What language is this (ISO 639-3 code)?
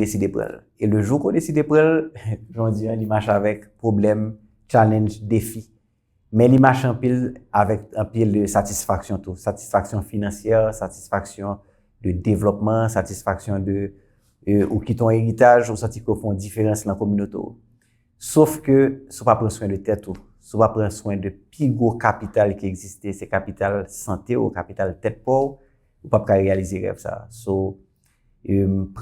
hat